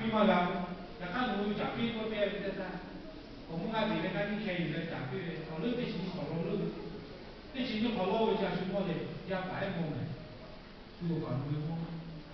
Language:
Lahu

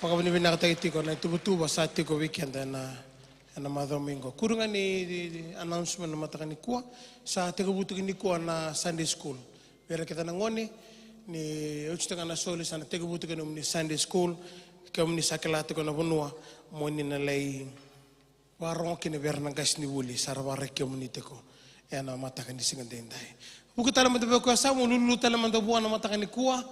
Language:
Fijian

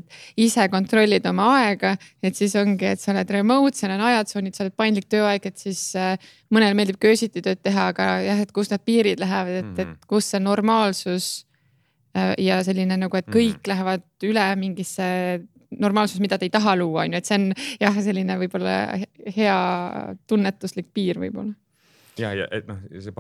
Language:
Estonian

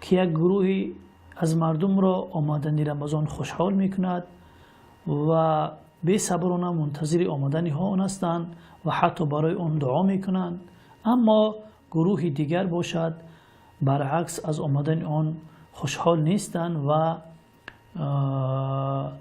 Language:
Tajik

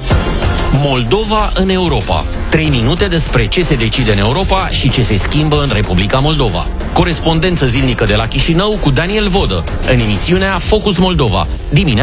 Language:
Romanian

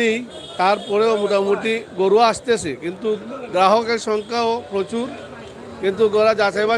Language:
Sylheti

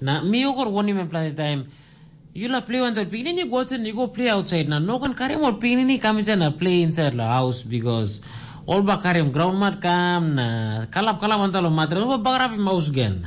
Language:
Tok Pisin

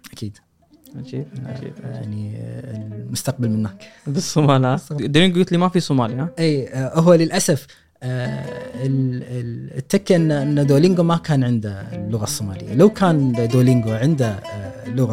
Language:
Gulf Arabic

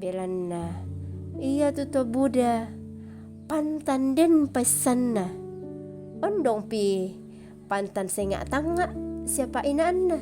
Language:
Toraja-Sa'dan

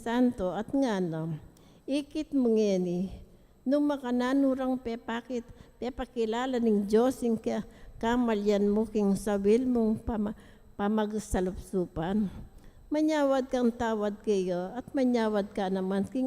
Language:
Pampanga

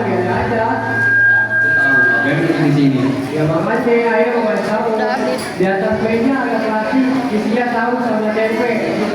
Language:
Betawi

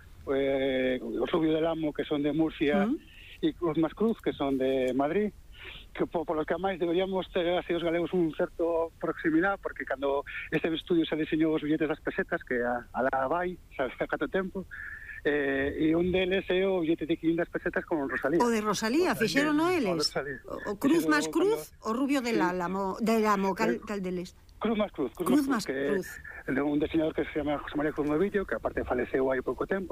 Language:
Galician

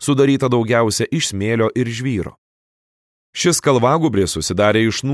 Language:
Lithuanian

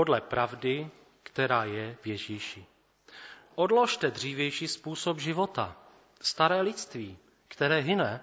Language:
Czech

